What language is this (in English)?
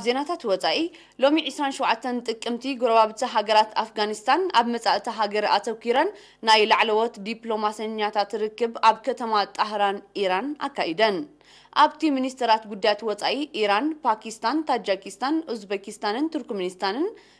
Tigrinya